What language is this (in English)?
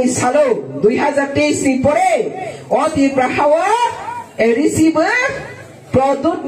Riang (India)